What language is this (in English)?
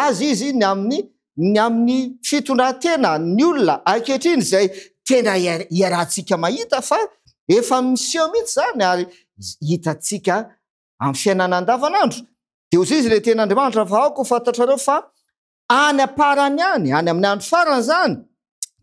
Malagasy